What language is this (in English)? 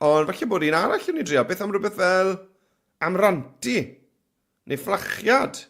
Welsh